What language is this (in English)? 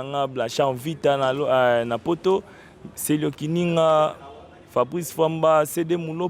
Lingala